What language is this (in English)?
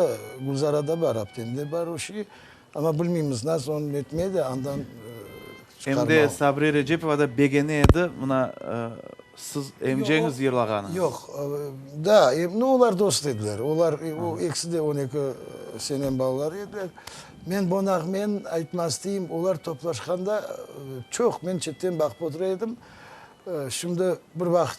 Crimean Tatar